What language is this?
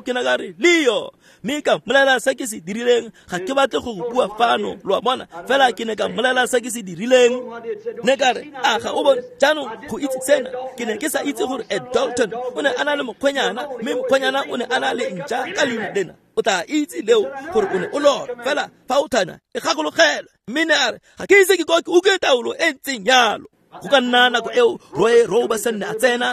Tswana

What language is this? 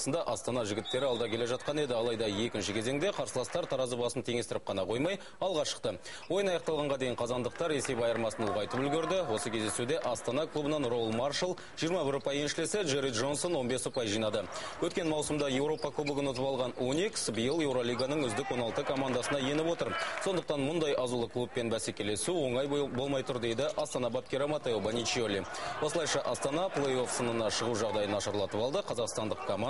Kazakh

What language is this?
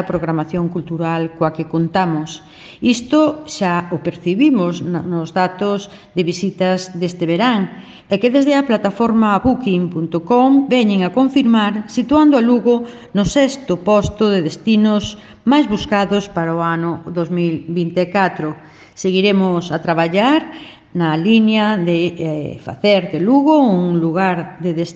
Galician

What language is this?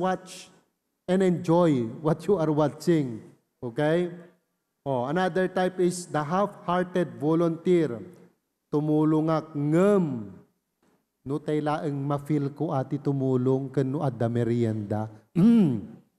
Iloko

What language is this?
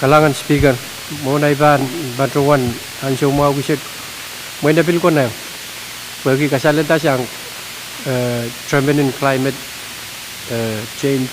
Pohnpeian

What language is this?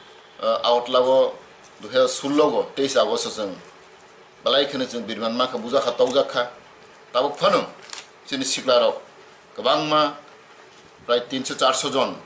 Kok Borok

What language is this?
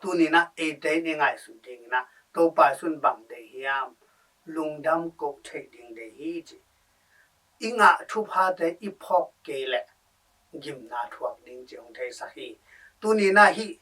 Tedim Chin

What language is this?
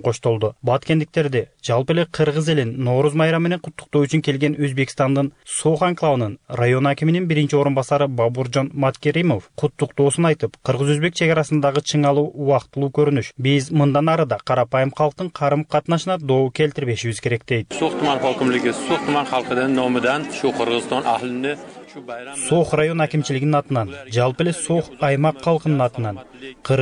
Kyrgyz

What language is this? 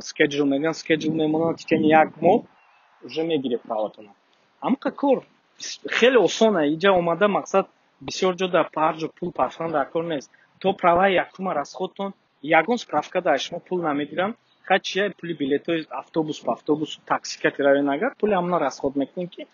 Tajik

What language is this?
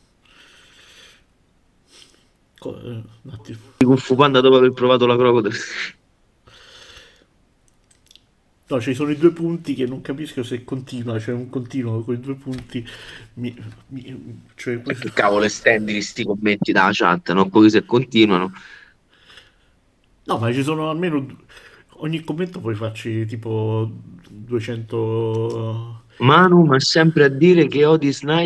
Italian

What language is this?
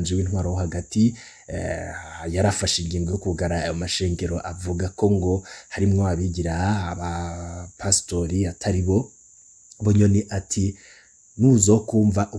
Rundi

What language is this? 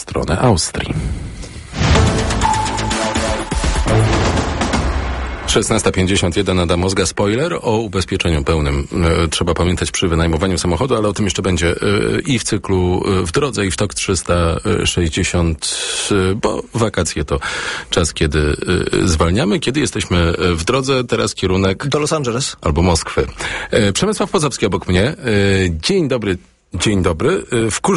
Polish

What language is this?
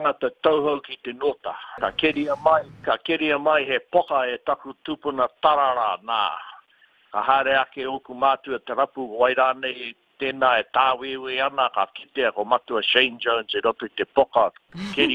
Māori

